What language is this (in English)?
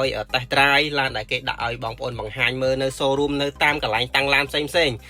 Khmer